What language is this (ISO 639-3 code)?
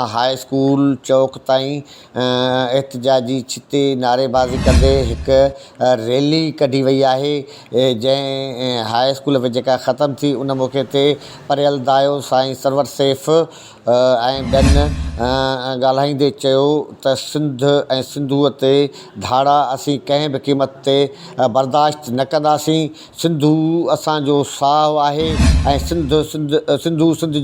snd